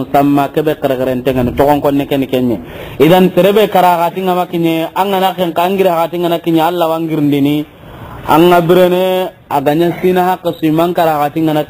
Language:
Soninke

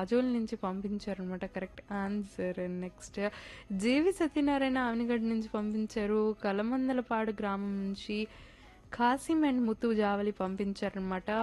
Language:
Telugu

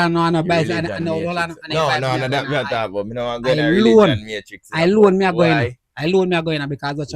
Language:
Jamaican Creole English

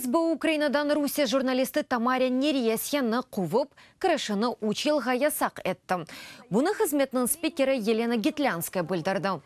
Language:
Crimean Tatar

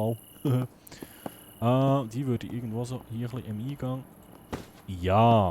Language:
Swiss German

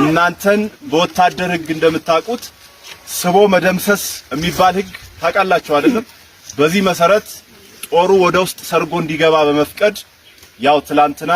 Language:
Amharic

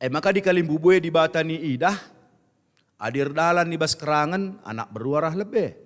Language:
Batak Karo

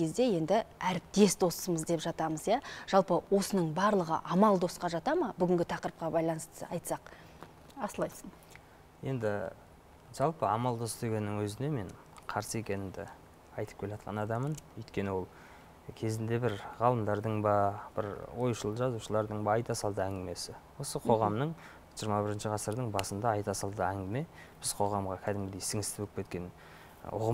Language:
Kazakh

